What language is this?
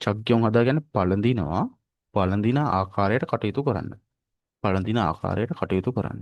Sinhala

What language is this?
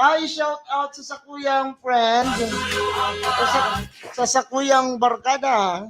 Bikol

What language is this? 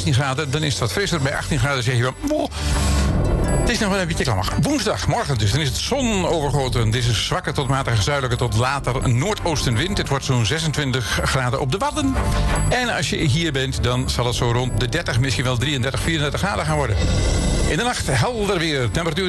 Dutch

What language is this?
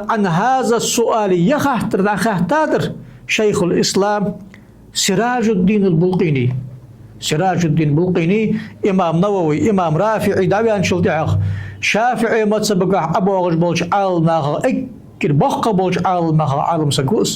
Ingush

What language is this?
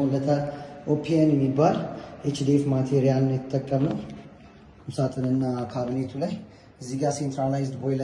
Amharic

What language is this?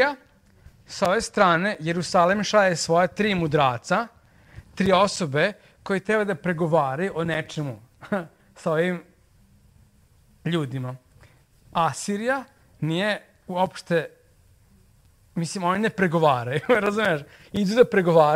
Serbian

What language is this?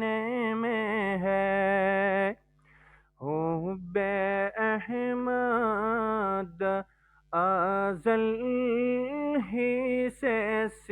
Gujari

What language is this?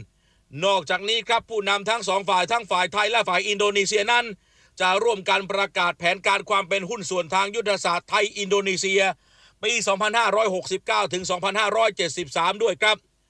Thai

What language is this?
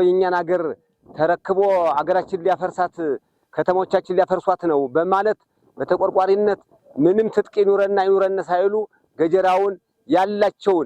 Amharic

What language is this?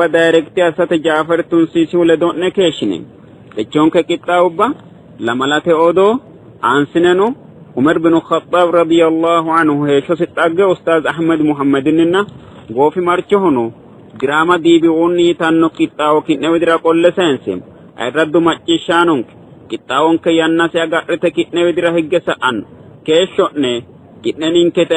Sidamo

